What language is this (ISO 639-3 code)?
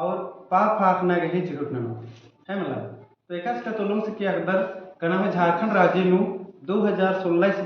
kru